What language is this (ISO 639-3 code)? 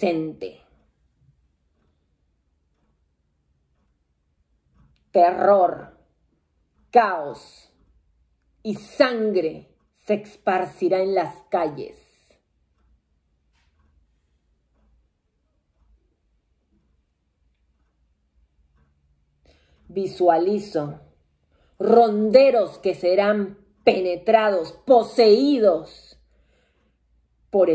spa